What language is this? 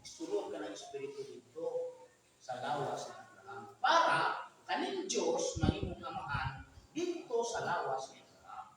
Cebuano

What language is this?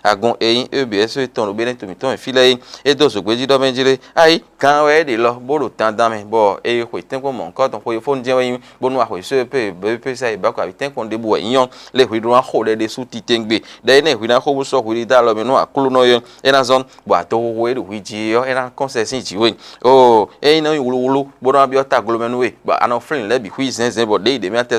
Fon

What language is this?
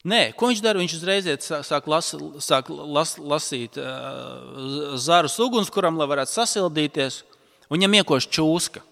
Latvian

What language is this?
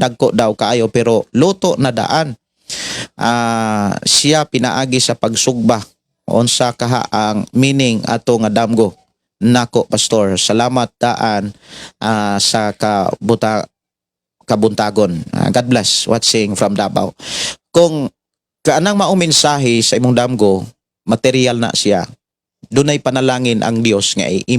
Cebuano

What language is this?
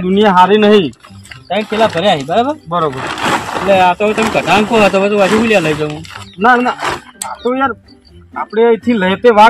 Gujarati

